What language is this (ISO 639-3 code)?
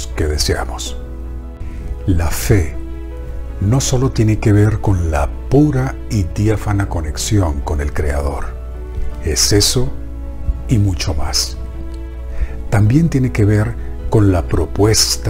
spa